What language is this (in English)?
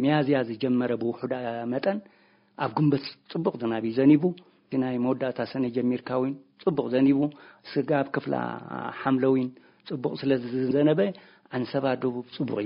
Tigrinya